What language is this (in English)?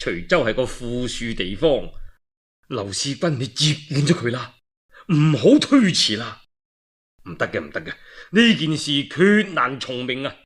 Cantonese